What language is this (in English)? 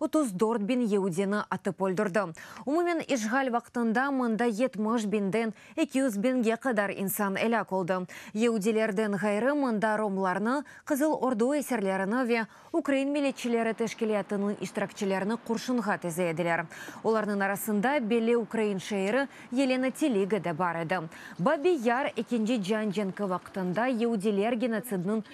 Crimean Tatar